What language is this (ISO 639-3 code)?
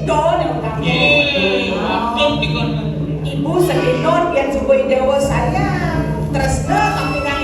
ban